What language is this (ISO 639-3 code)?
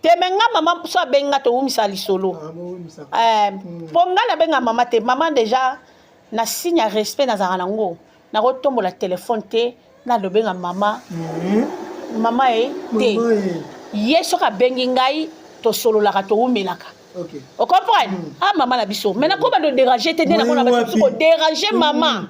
lin